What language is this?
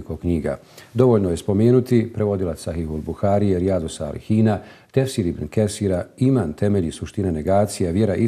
Bosnian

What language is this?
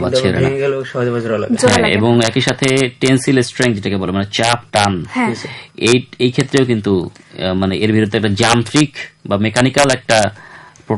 Bangla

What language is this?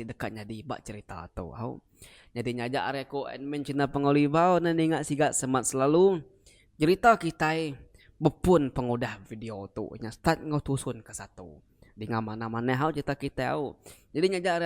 Iban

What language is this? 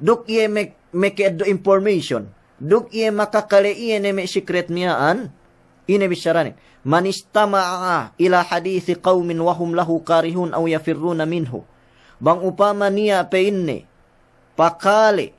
Yakan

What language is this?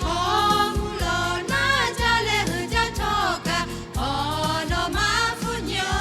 Lahu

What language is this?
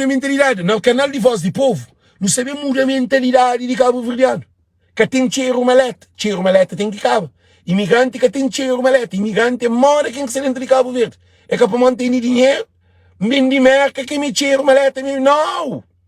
Kabuverdianu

